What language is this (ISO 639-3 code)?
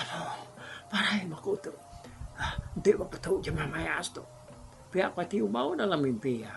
iba